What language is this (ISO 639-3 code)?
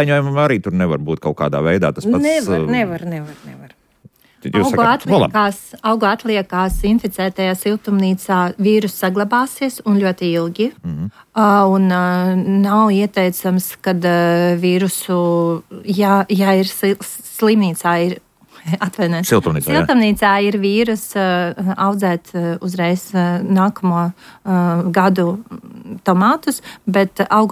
lav